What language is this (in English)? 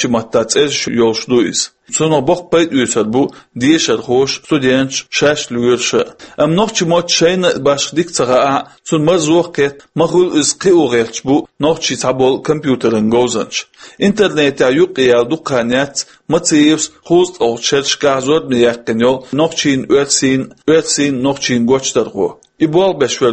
Chechen